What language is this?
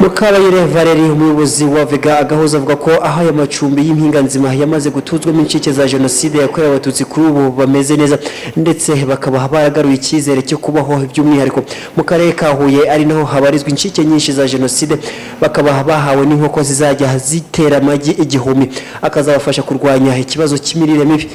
Kinyarwanda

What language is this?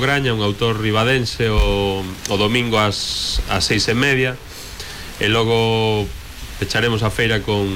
Galician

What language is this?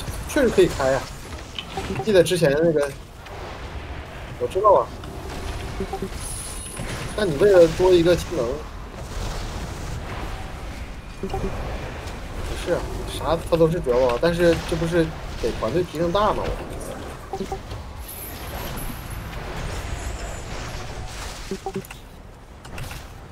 Chinese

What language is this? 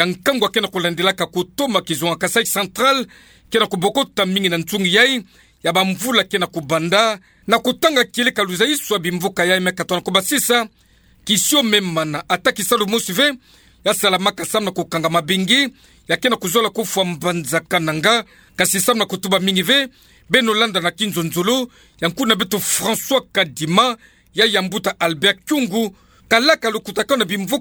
Kituba (Democratic Republic of Congo)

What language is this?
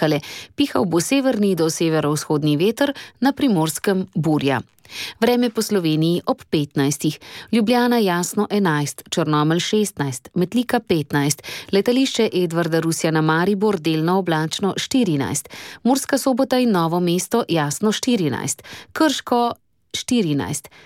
Slovenian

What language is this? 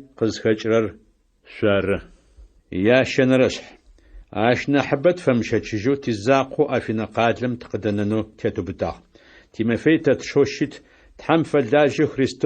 Adyghe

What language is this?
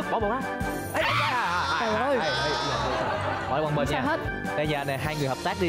Vietnamese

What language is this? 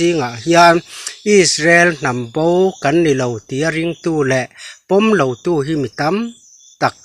Mizo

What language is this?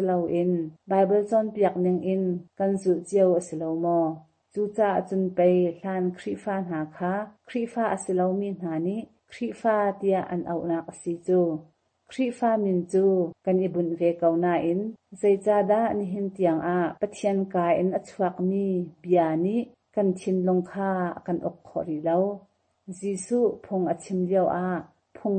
Hakha Chin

